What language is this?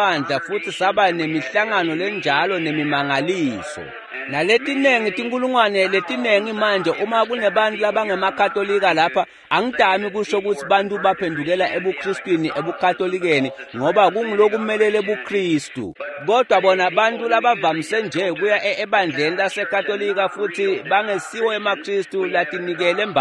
Swati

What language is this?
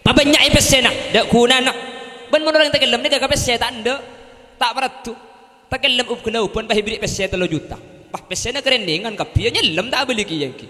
Madurese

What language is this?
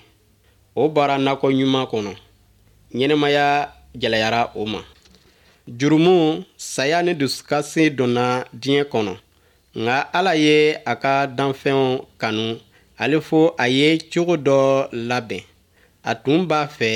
Bambara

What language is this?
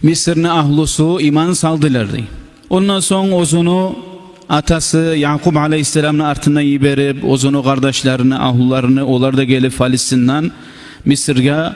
Kumyk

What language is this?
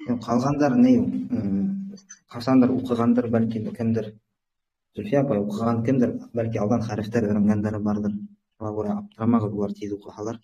Bashkir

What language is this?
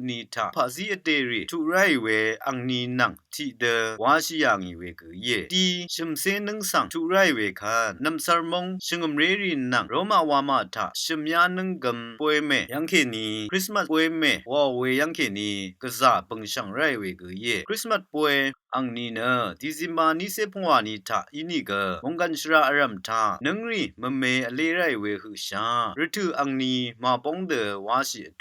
Rawang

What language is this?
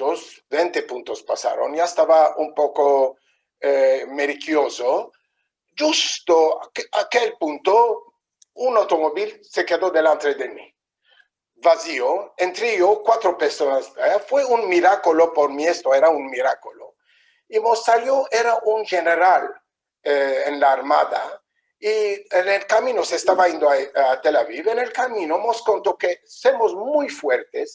Ladino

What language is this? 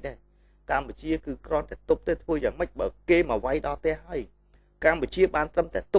Khmer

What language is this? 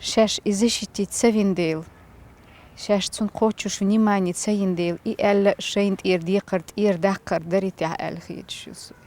Chechen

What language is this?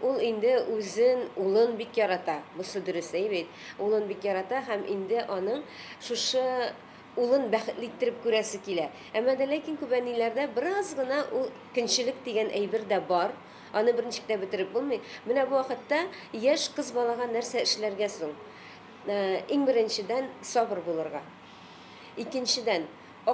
Tatar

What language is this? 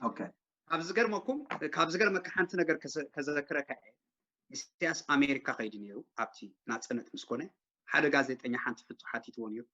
Tigrinya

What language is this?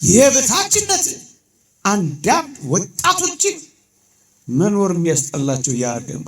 Amharic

